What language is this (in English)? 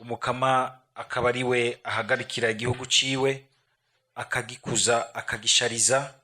Rundi